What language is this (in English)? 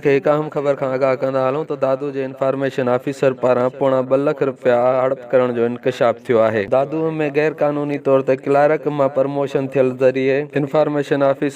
Sindhi